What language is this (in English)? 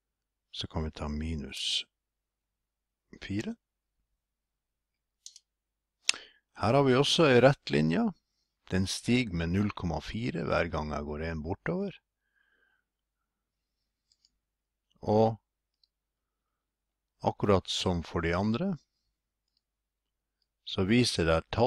Norwegian